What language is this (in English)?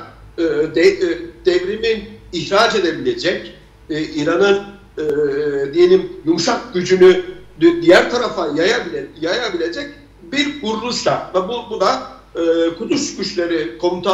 Turkish